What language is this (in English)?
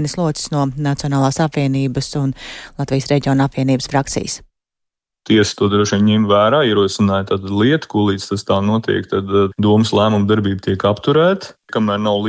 Latvian